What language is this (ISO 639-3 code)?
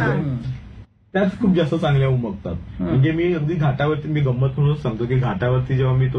mar